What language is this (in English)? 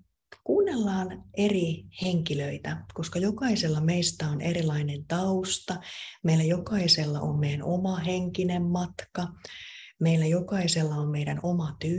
Finnish